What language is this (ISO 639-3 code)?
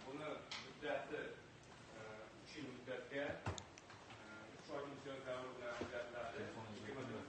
uzb